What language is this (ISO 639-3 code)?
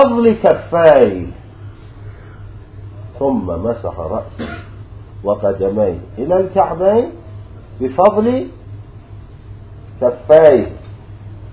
ara